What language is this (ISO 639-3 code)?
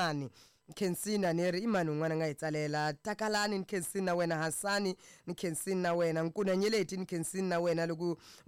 tso